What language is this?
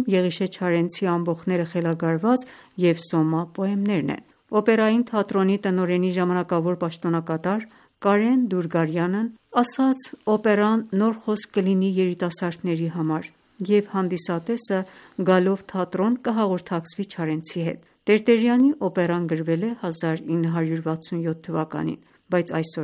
Armenian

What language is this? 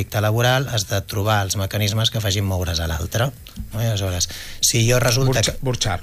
Catalan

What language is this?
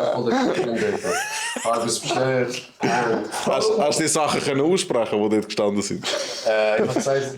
Swiss German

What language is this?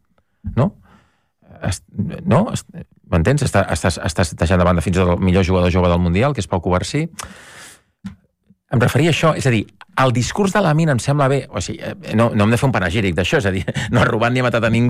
Catalan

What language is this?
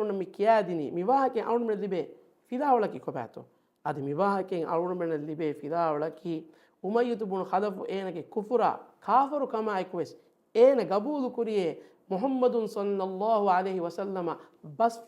Divehi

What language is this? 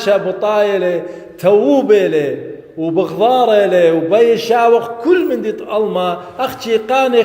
Assyrian Neo-Aramaic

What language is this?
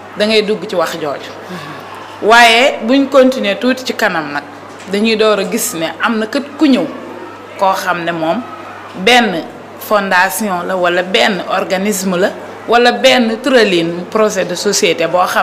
Wolof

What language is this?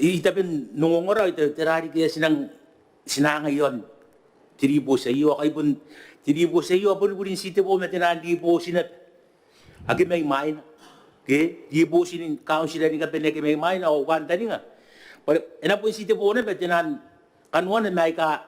Gilbertese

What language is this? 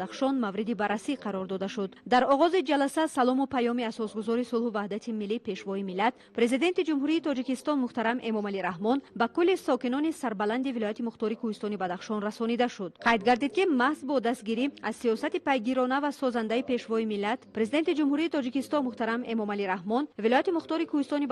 Tajik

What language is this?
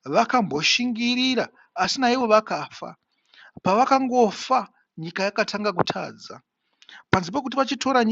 Shona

